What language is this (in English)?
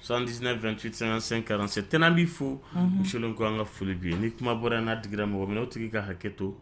Dyula